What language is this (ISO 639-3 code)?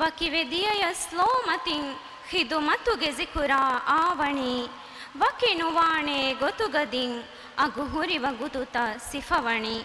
div